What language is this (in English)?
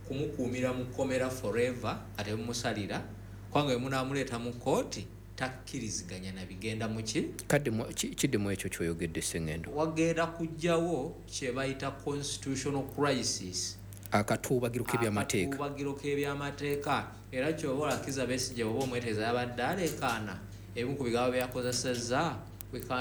Ganda